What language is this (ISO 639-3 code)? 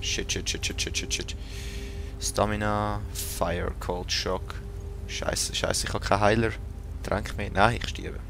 gsw